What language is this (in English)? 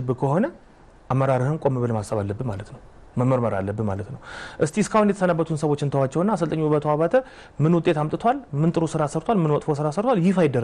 Amharic